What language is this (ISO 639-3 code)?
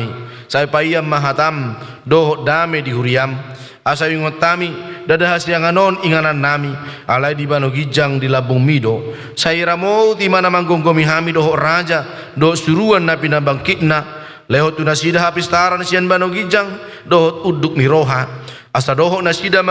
bbc